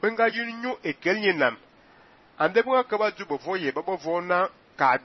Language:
Fang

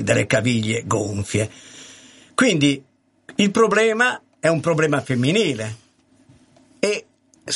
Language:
Italian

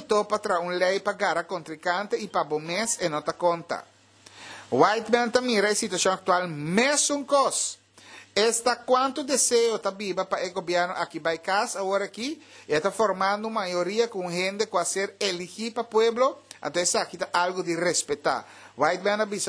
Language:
Papiamento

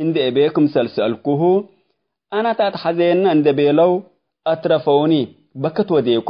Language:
Tigre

